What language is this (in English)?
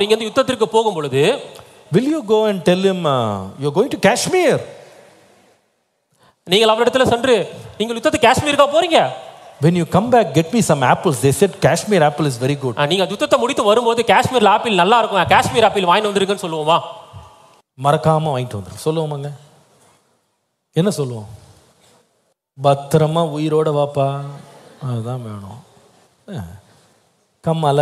Tamil